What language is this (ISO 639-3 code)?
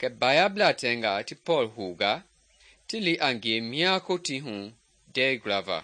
men